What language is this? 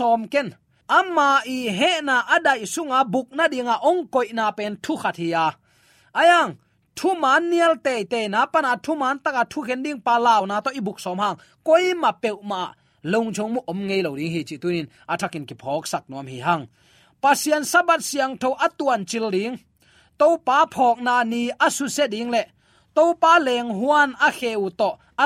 Tedim Chin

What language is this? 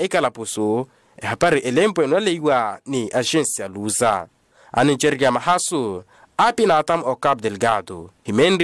Makhuwa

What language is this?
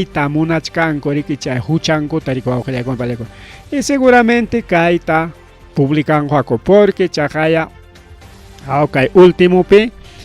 Ayacucho Quechua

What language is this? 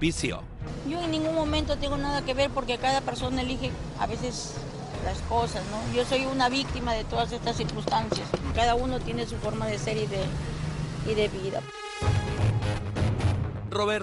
Spanish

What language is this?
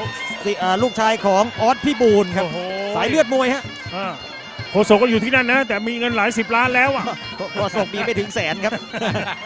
Thai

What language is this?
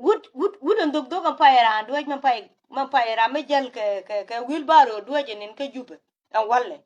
Nuer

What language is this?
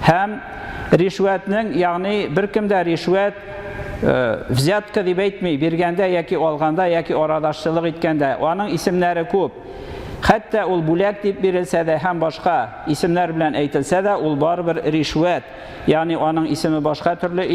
Tatar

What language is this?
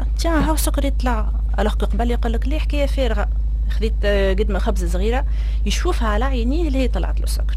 Tunisian Arabic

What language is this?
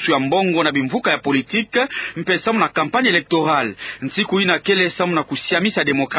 Kituba (Democratic Republic of Congo)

